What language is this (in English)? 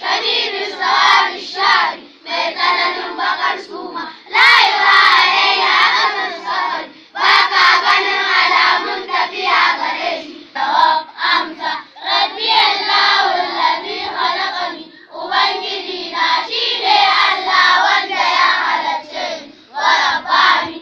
Hausa